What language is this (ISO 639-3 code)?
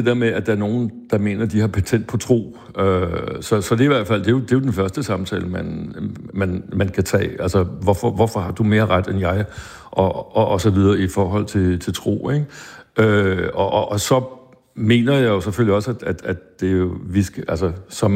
dan